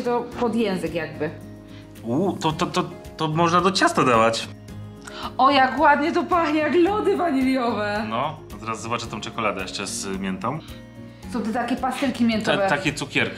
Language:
Polish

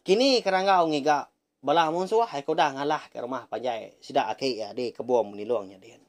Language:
Iban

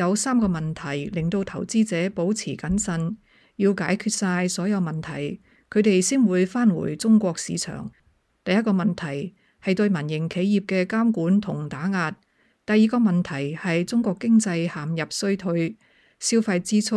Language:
Cantonese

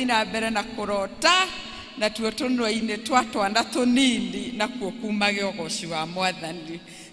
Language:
Kikuyu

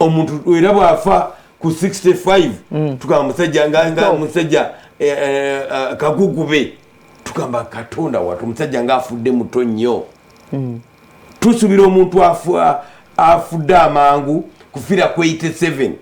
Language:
Ganda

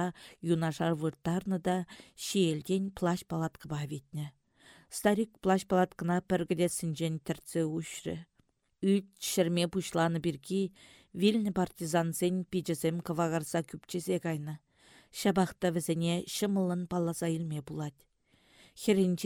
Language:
Chuvash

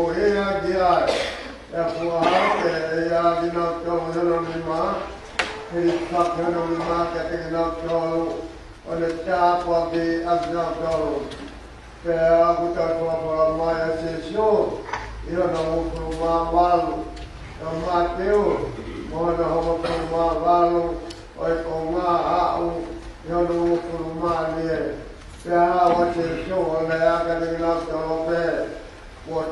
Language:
Tongan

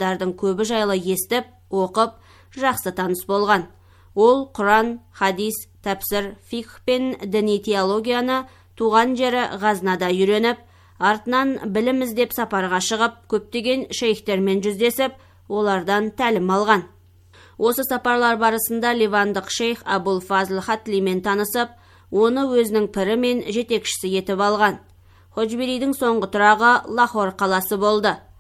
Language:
Kazakh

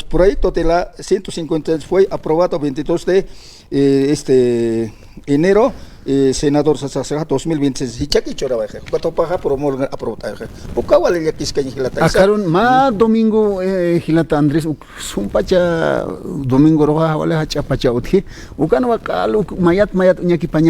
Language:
Aymara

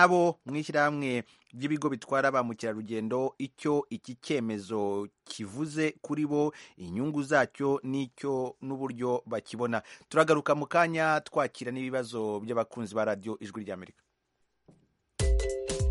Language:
Kinyarwanda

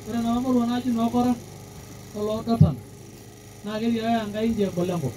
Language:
Masai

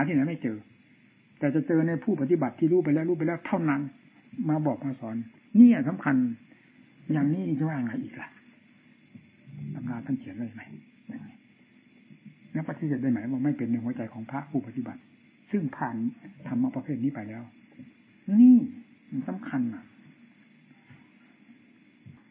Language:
Thai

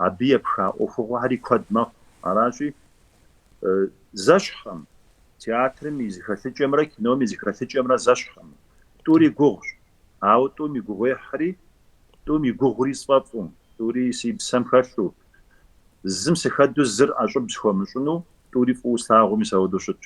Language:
Kabardian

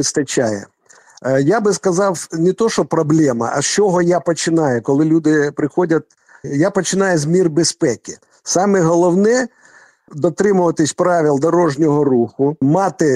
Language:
Ukrainian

